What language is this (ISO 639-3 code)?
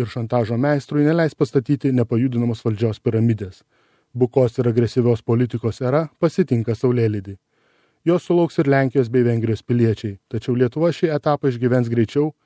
lit